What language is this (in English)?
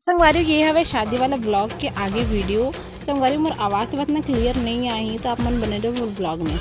Chhattisgarhi